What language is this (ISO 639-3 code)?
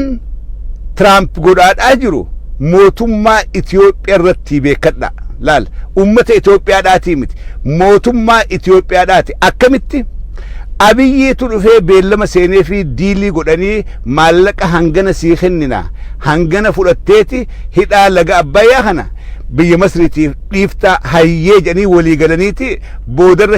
orm